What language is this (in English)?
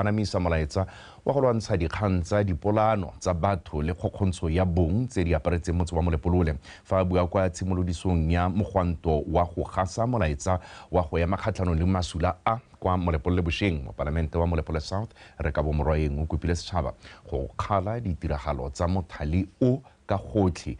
Tswana